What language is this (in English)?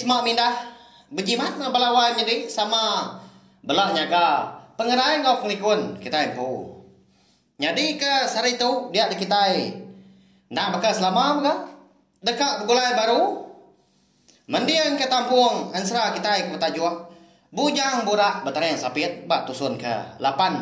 Iban